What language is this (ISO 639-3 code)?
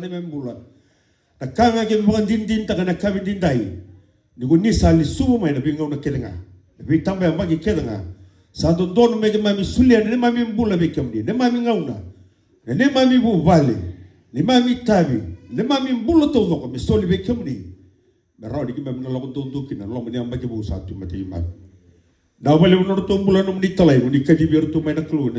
fij